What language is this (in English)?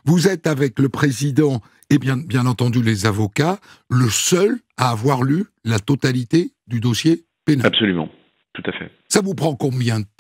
French